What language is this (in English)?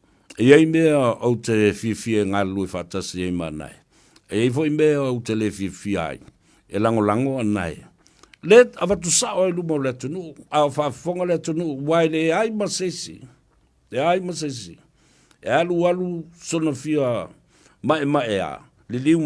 Samoan